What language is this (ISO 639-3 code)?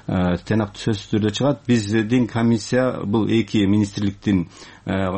kir